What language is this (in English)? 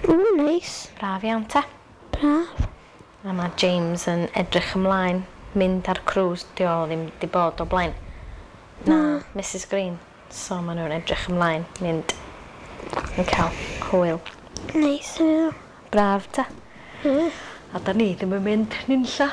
Welsh